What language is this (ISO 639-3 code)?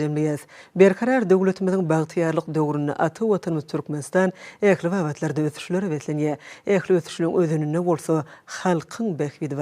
tuk